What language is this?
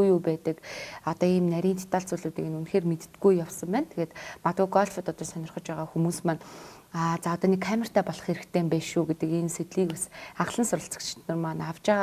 Mongolian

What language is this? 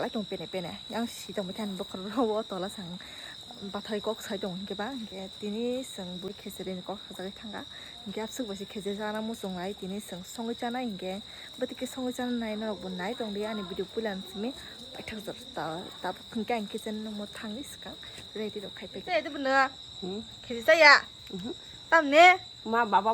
Kok Borok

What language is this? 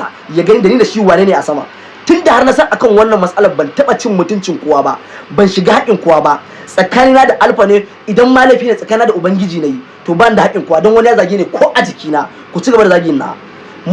Hausa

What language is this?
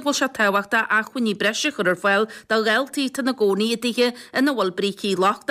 Irish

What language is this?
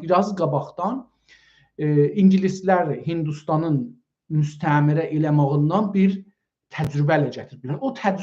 South Azerbaijani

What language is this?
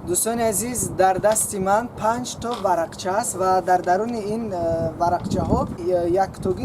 Tajik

